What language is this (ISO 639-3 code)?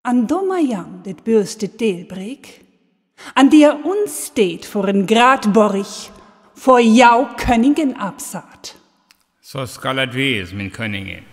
frr